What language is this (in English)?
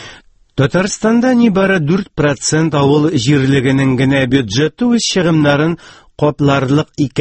Tatar